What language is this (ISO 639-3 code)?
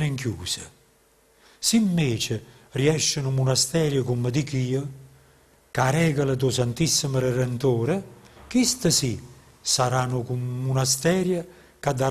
nap